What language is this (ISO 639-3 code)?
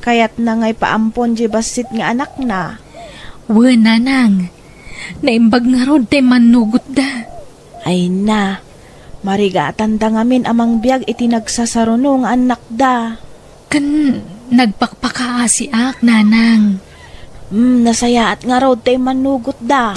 ilo